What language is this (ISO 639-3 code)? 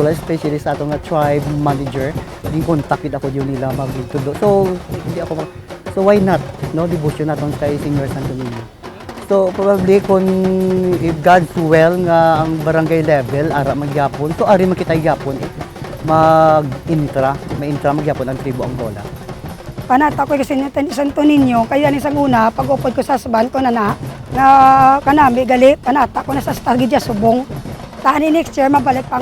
hil